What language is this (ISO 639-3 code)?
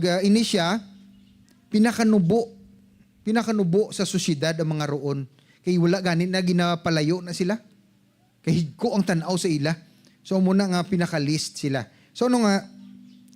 hil